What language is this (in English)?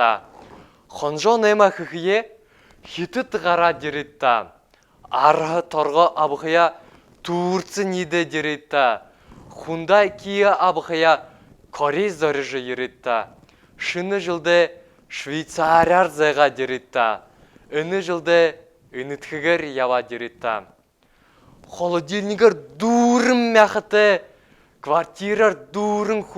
Buriat